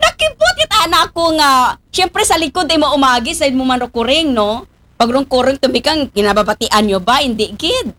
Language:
Aklanon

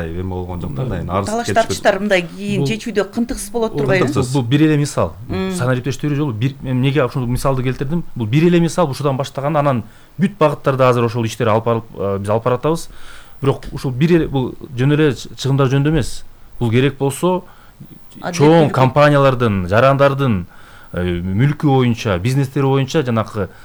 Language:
Kyrgyz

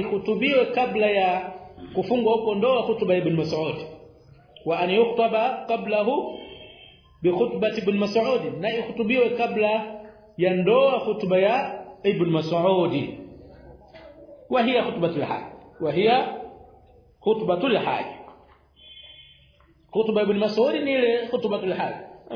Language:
Swahili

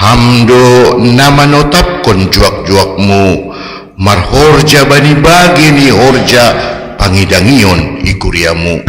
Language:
Batak Simalungun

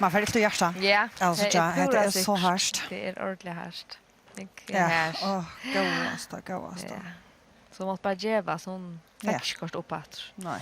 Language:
Faroese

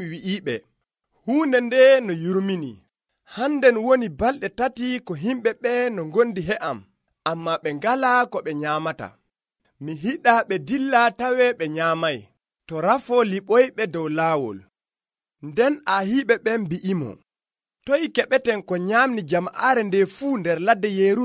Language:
Nigerian Fulfulde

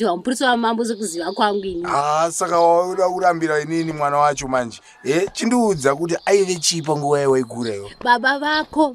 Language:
Shona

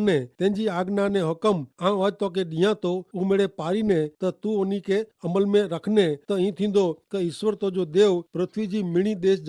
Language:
Kachhi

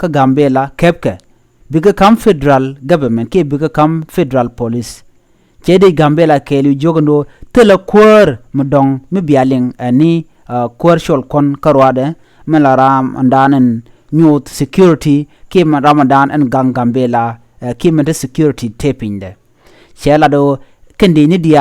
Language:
Nuer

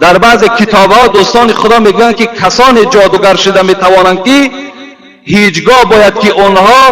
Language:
Tajik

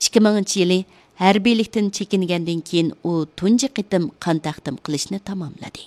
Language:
Uyghur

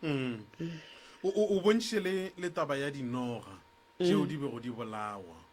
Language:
Northern Sotho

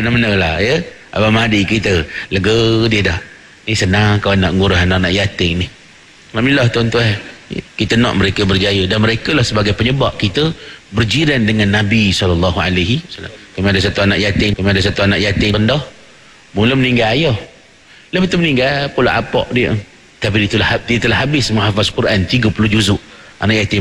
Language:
Malay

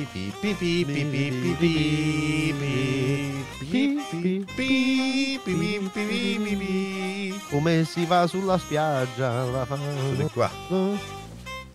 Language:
Italian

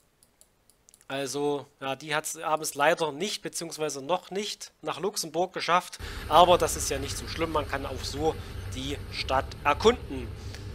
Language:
German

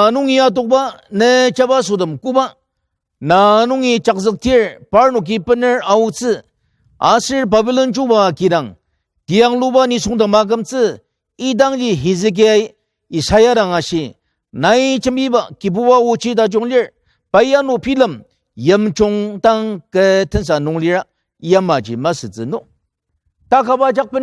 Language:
Ao Naga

